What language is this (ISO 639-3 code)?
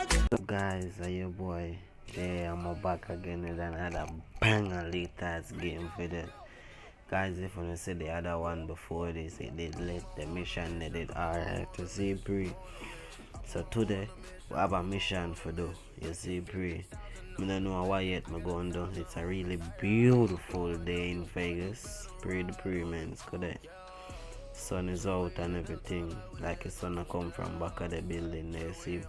jam